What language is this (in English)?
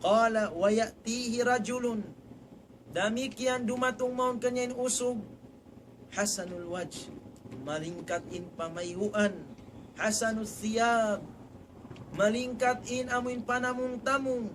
Tausug